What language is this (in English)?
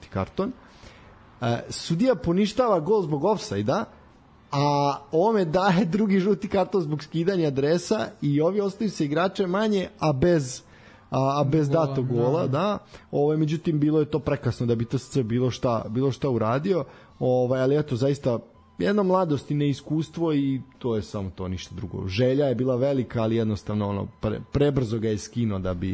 Serbian